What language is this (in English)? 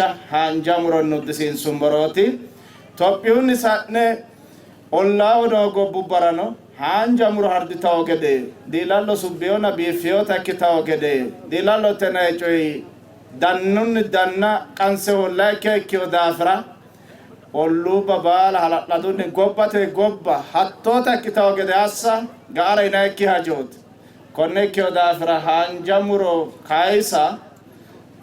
Sidamo